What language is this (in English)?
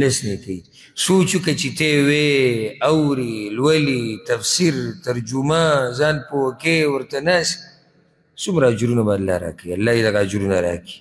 Pashto